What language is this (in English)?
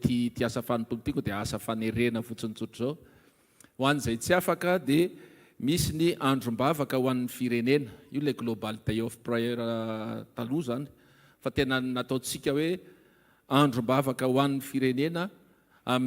Malagasy